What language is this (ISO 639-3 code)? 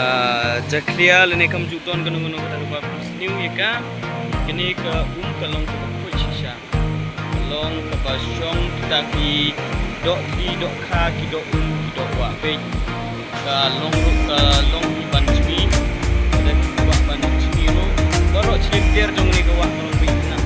kha